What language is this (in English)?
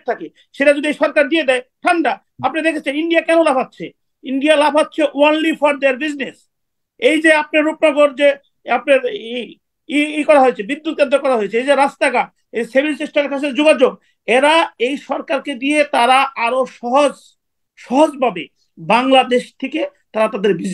Bangla